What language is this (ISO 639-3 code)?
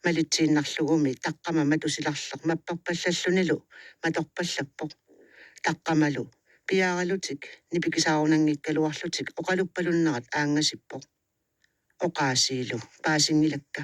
kal